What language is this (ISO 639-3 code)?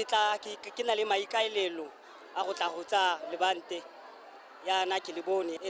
tsn